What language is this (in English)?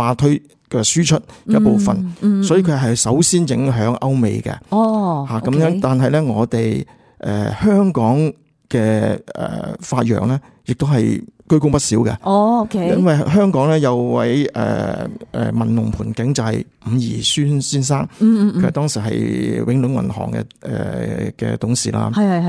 Cantonese